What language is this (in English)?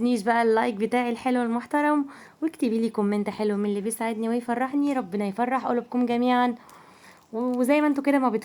Egyptian Arabic